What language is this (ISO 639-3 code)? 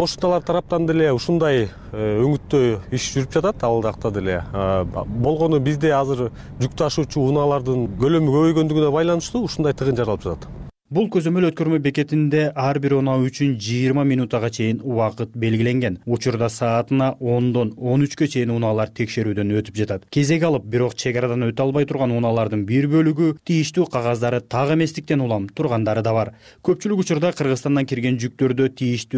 kir